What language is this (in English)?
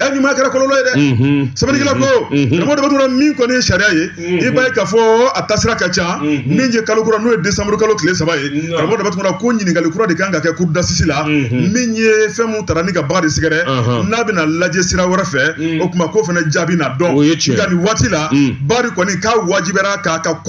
Bambara